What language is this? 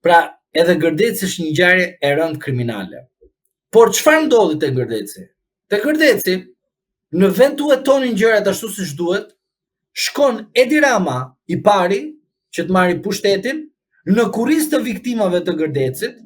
Albanian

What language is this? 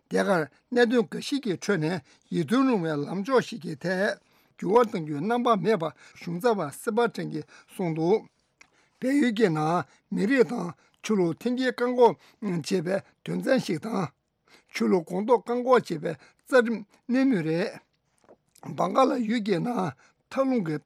Tibetan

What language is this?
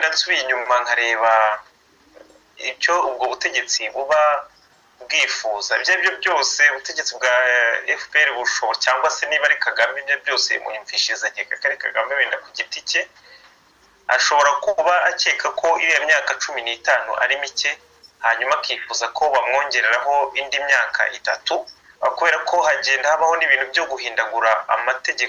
Kinyarwanda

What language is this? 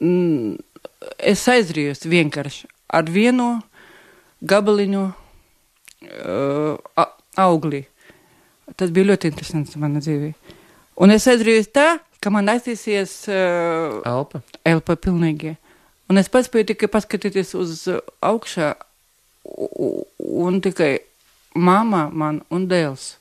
Latvian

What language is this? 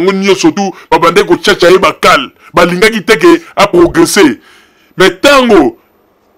Lingala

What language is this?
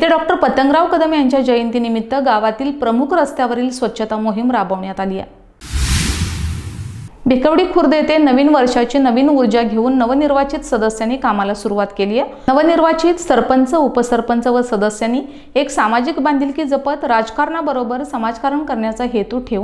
Marathi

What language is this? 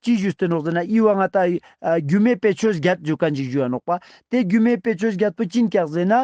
Ladakhi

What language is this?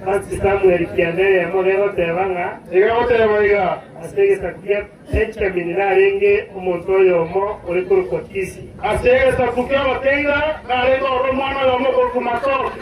Gusii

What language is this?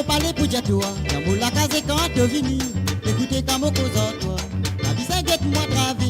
Morisyen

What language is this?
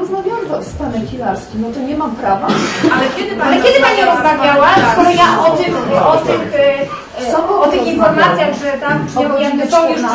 Polish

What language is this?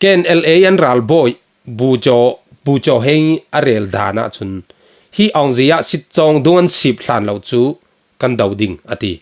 Falam Chin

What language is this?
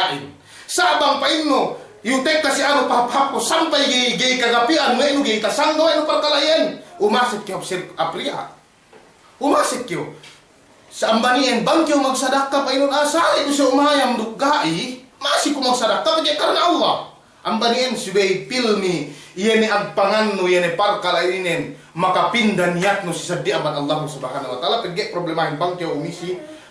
Yakan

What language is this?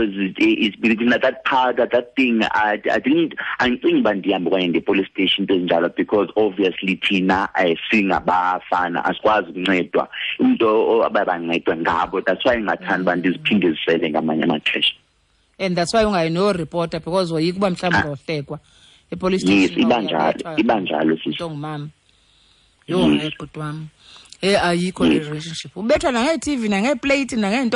Xhosa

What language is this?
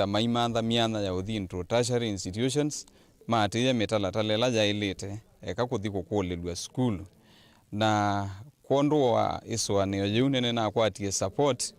Kamba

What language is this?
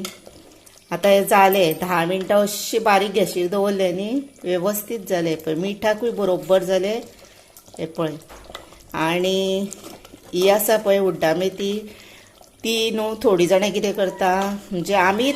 Konkani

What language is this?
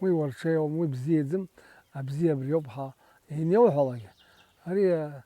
Abkhazian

